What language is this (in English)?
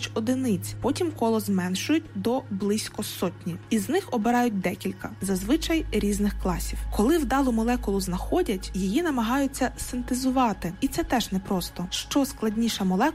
Ukrainian